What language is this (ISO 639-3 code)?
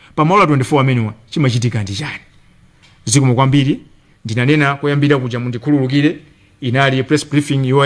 nya